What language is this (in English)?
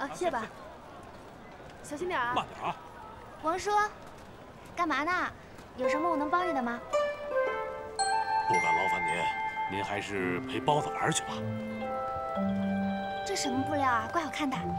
Chinese